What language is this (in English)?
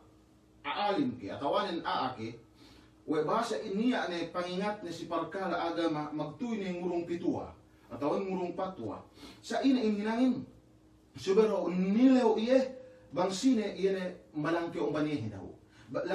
Yakan